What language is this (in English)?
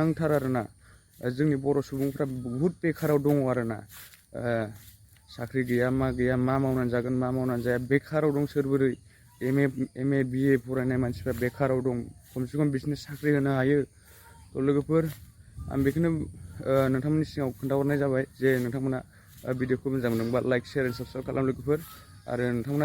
Bodo